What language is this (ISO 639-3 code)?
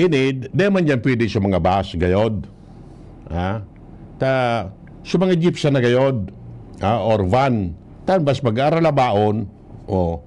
bik